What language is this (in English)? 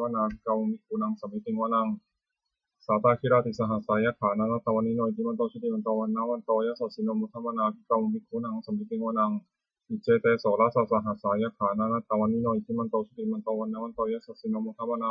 Pali